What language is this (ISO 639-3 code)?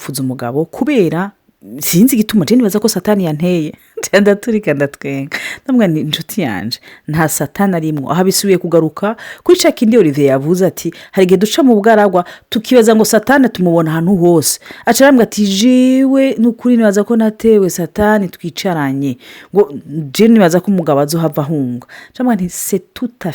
run